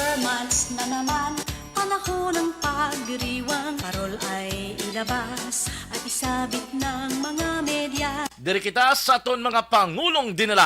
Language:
Hiligaynon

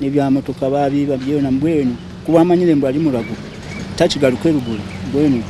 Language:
Nyankole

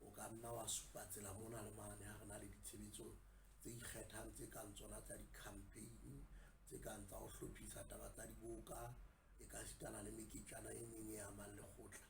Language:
Southern Sotho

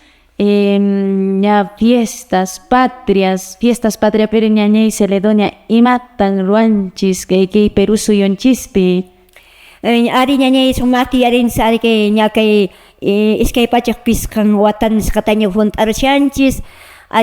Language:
Quechua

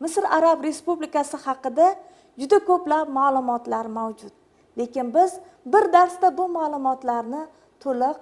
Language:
Uzbek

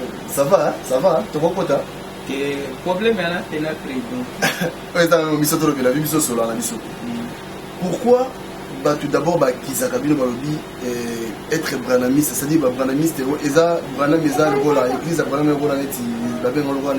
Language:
Lingala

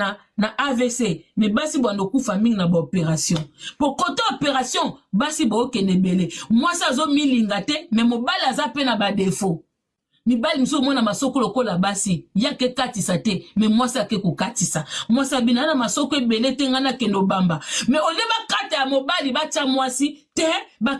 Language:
Lingala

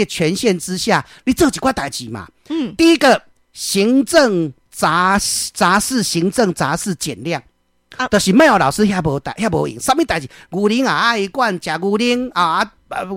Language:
Min Nan Chinese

